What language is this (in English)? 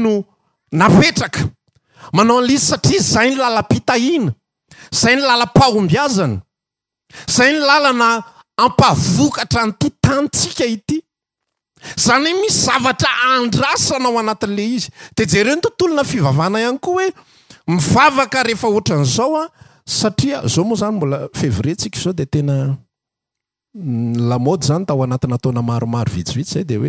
Malagasy